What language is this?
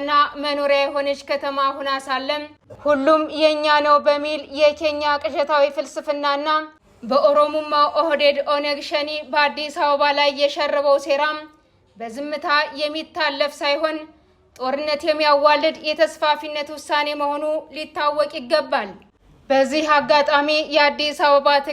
Amharic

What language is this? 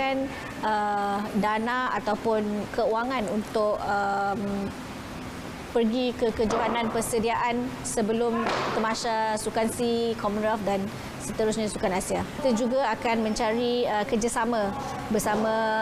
Malay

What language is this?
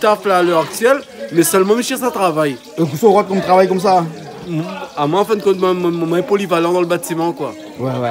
Réunion Creole French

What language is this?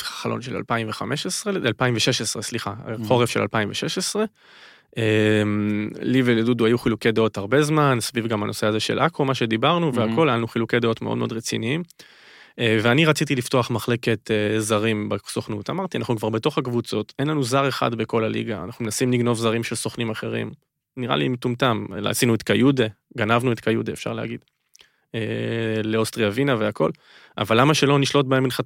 Hebrew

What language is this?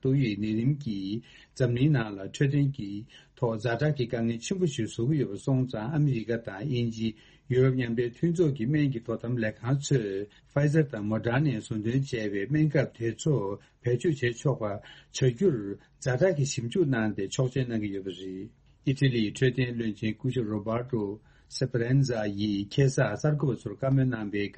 Tibetan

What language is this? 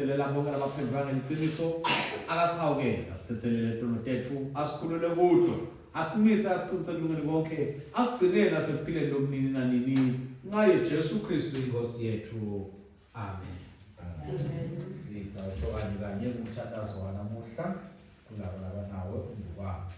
Swati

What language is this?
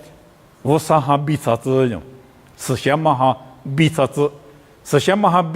Lisu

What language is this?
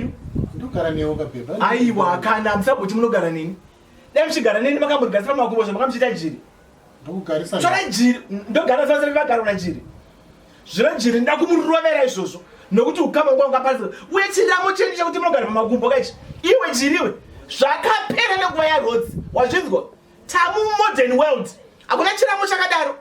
Shona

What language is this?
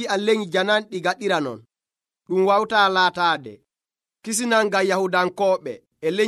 Nigerian Fulfulde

